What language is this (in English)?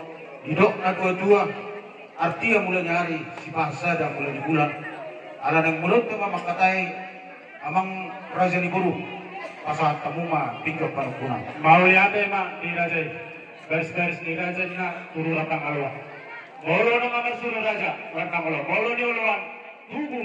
Batak Toba